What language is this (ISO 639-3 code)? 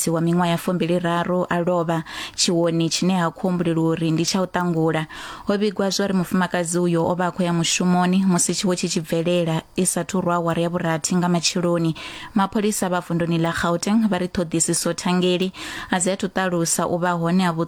ven